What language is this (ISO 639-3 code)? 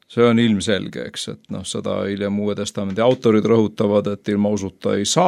est